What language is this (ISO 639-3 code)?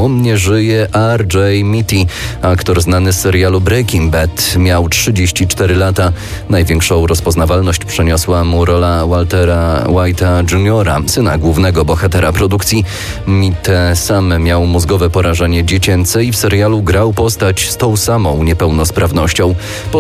pol